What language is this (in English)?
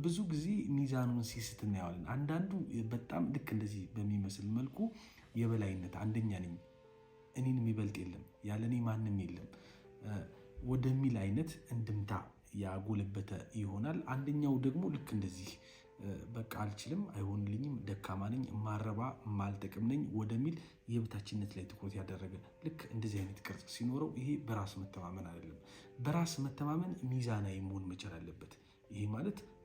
Amharic